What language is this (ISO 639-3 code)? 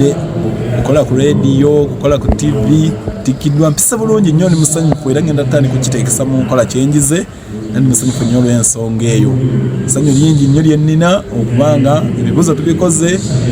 lug